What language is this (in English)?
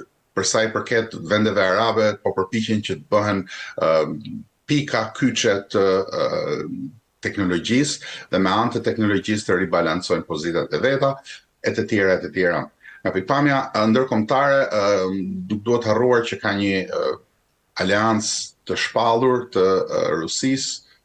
Albanian